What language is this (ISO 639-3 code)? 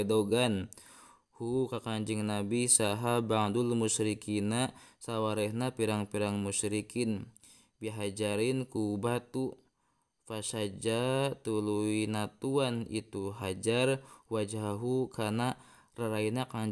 sun